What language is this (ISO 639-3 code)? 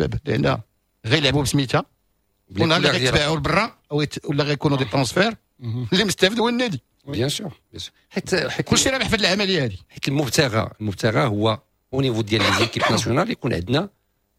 ary